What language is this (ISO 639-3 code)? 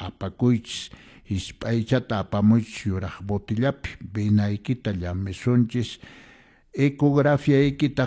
que